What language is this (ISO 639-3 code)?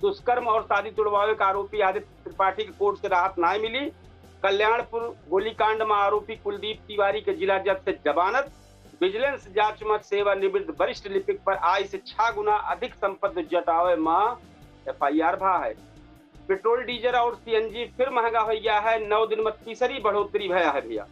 awa